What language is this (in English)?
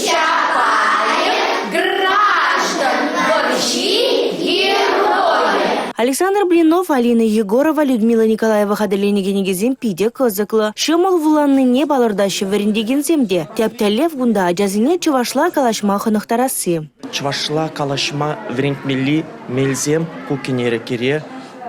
Chuvash